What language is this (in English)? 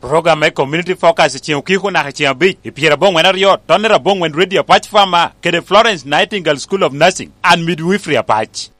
Lango (Uganda)